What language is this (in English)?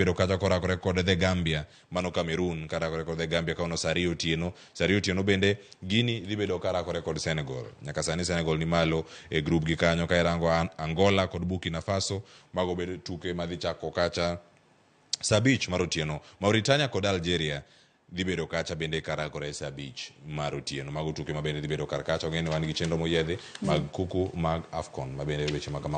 Luo (Kenya and Tanzania)